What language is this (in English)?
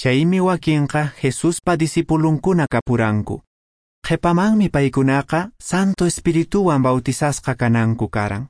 Quechua